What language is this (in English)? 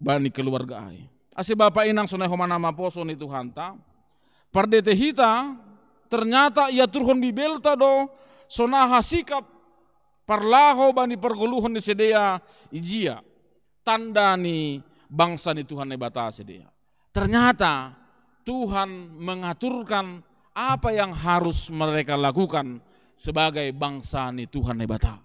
Batak Simalungun